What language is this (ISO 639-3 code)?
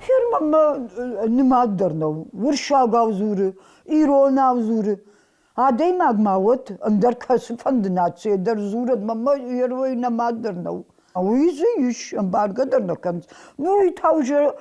oss